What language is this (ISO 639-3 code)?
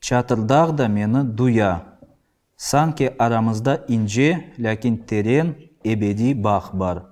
crh